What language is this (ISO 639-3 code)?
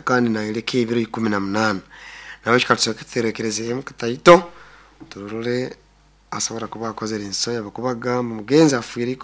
nyn